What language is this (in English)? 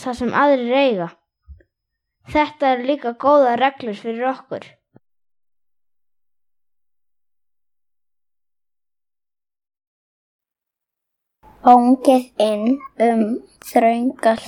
Icelandic